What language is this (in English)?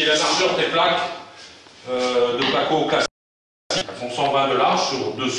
French